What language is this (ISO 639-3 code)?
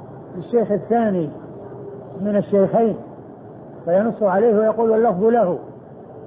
ara